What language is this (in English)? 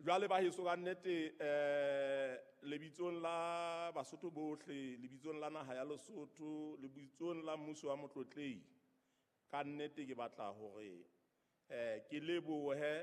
Southern Sotho